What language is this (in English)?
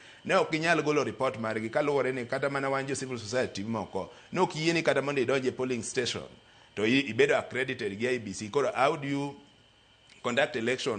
Luo (Kenya and Tanzania)